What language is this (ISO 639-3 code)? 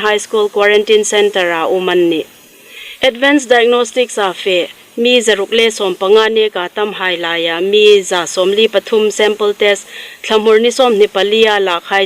hmr